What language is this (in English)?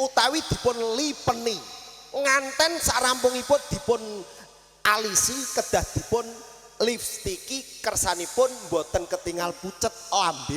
Javanese